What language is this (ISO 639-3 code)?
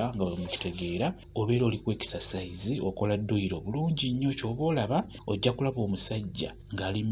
lug